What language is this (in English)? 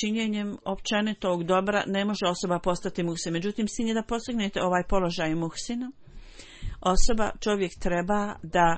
Bosnian